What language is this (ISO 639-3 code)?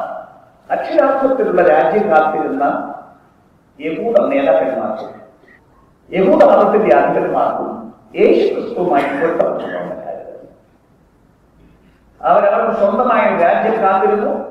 mal